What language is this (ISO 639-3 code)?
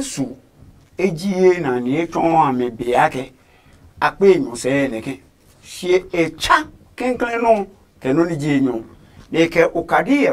ada